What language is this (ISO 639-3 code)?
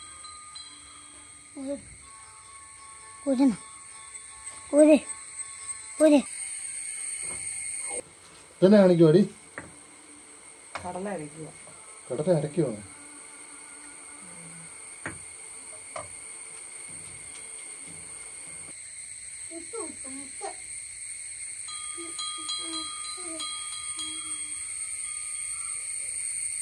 mal